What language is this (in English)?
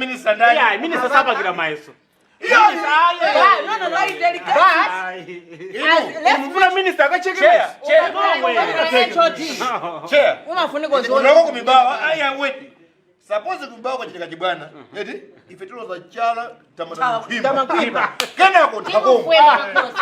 Nyanja